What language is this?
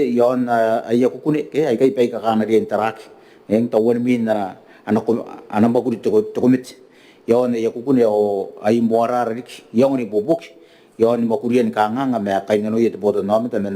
Gilbertese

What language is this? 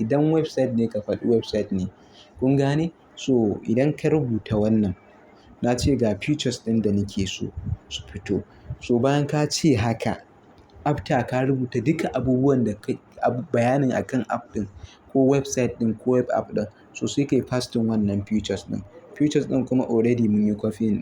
Hausa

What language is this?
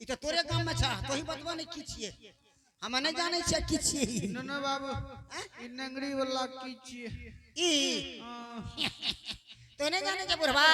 Angika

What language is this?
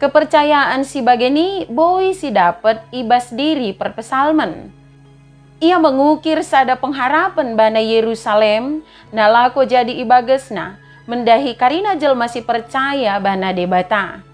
Batak Dairi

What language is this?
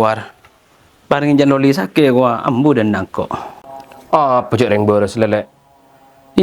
Madurese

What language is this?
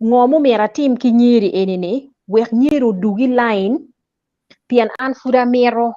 Acoli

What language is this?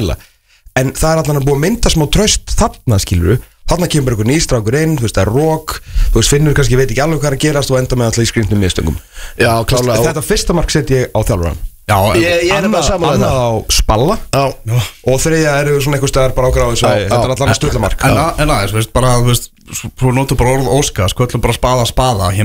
Icelandic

